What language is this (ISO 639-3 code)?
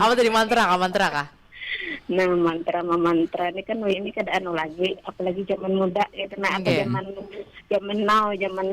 bjn